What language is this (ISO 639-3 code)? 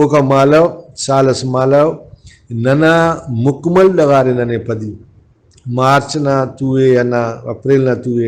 brh